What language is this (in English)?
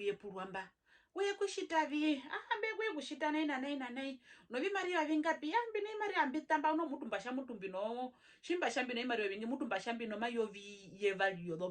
Herero